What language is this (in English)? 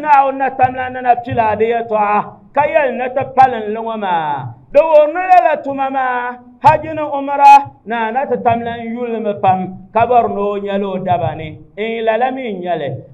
Dagbani